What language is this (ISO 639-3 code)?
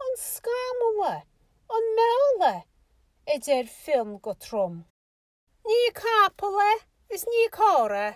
gle